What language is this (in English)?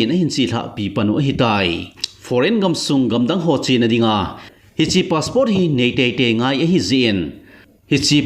Thado Chin